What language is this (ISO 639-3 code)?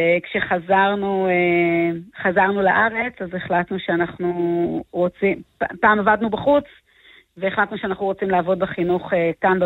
heb